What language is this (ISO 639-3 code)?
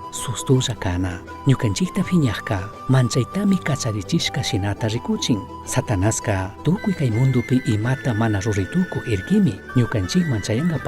qug